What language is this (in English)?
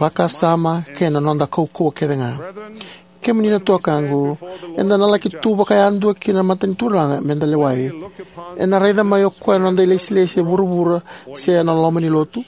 Fijian